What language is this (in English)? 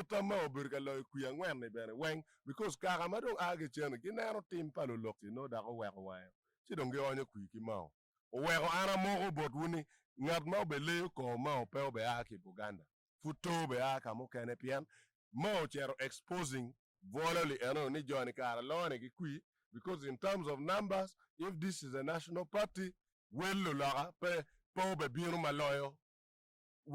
Acoli